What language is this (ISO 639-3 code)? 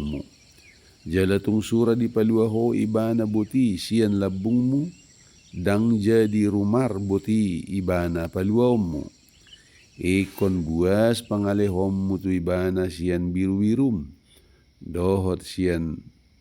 bbc